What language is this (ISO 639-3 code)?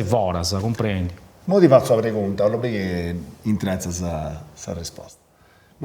srd